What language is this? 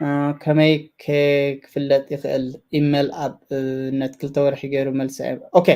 Tigrinya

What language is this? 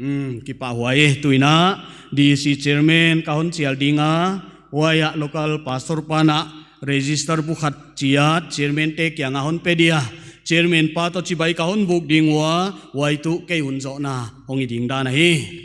Paite Chin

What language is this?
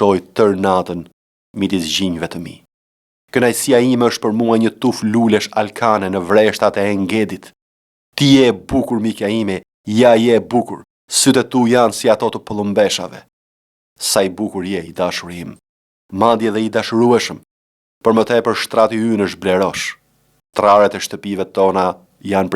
Albanian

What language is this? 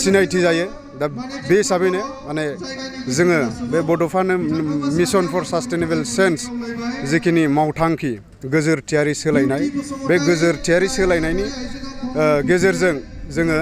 Bodo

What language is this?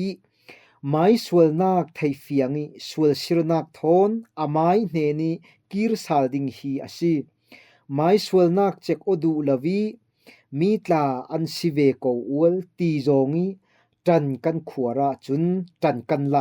Falam Chin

